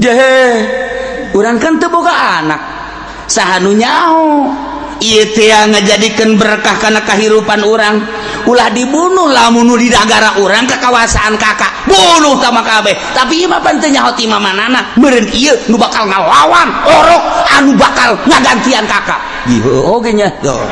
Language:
Sundanese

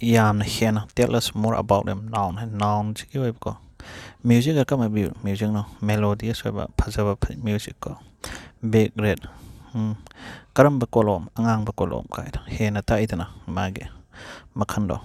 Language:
Manipuri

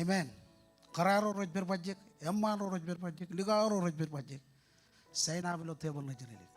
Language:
Marshallese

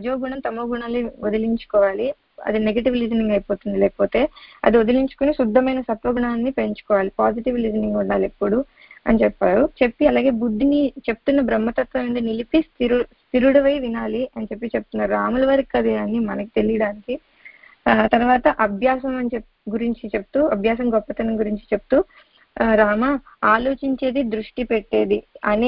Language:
Telugu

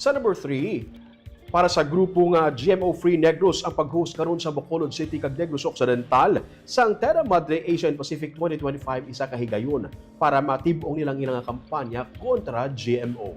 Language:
Hiligaynon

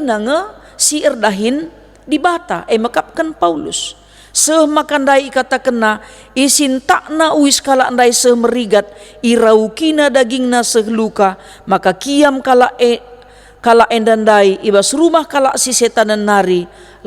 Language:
Batak Karo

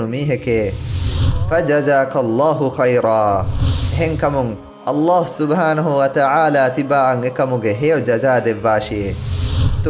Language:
Divehi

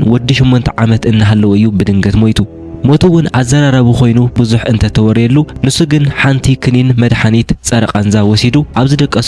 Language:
Tigrinya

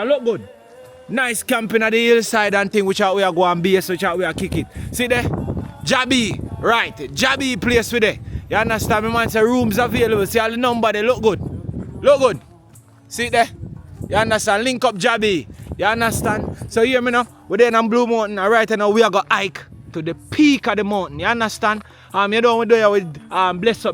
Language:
Jamaican Creole English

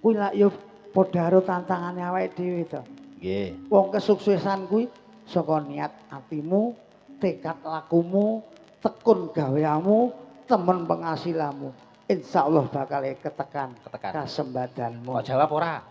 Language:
Javanese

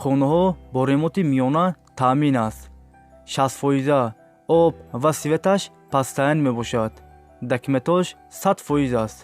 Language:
Tajik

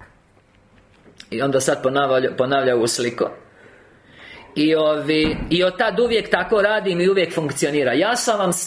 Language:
Croatian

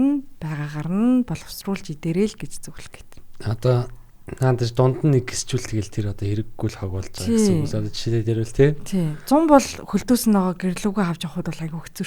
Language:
Mongolian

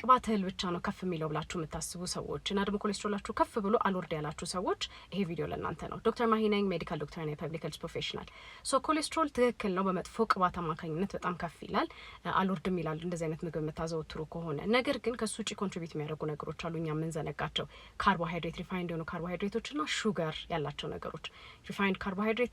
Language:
Amharic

